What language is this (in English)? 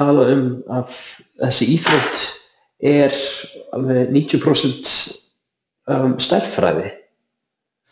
Icelandic